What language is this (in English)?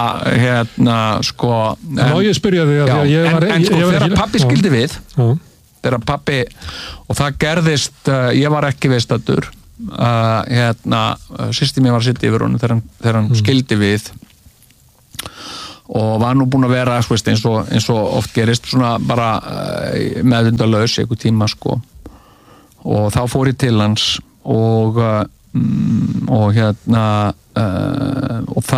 Icelandic